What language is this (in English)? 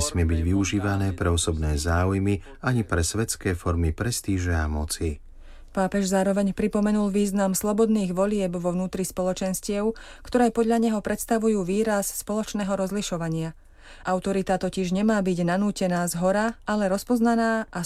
Slovak